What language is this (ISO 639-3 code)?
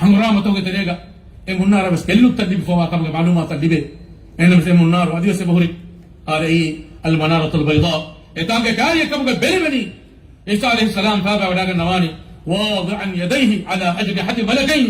div